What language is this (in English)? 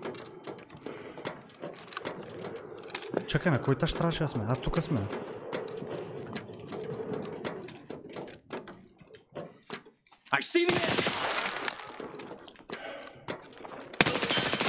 Bulgarian